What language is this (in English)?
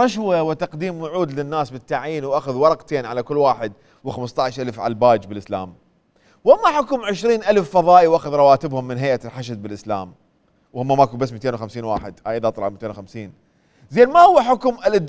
Mesopotamian Arabic